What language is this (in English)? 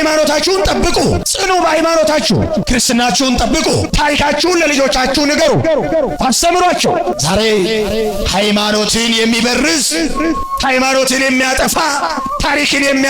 Amharic